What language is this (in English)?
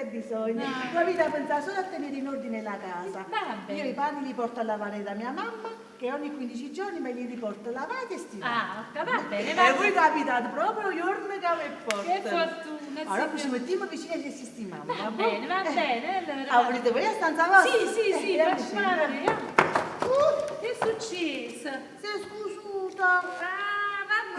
Neapolitan